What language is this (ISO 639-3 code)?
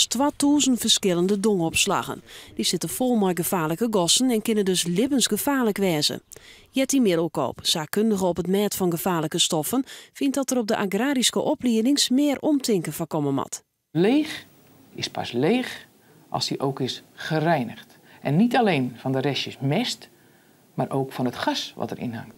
fry